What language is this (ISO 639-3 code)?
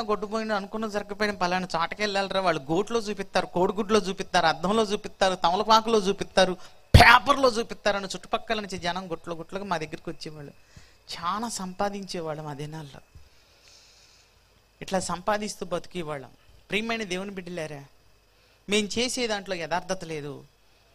tel